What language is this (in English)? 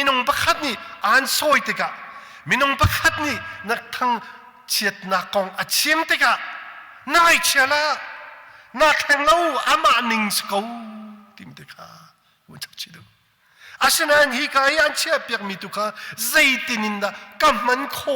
Hakha Chin